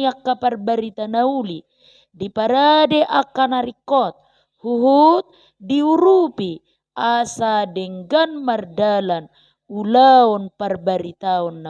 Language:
Batak Toba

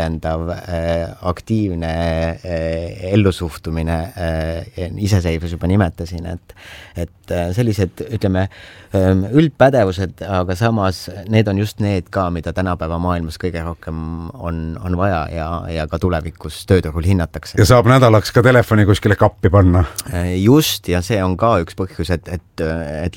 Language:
Estonian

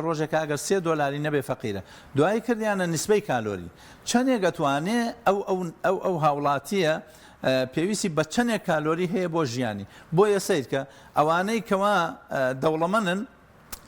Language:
Central Kurdish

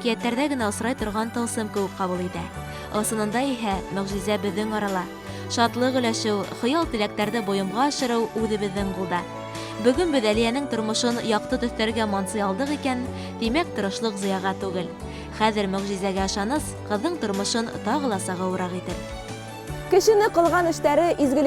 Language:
Bashkir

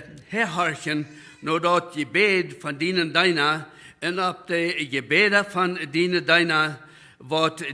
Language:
Plautdietsch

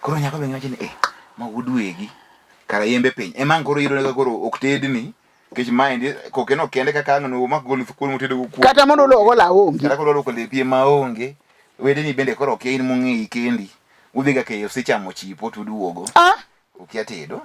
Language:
Luo (Kenya and Tanzania)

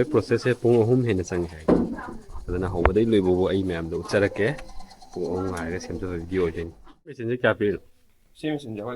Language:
Manipuri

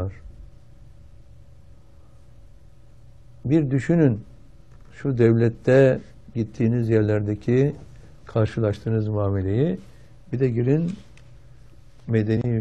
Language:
Turkish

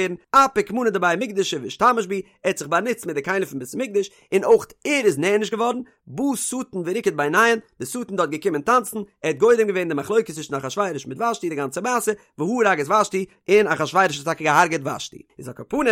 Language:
Yiddish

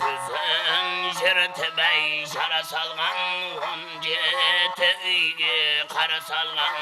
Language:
Kara-Kalpak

